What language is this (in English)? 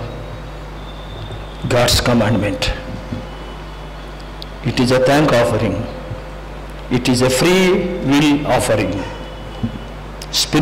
Telugu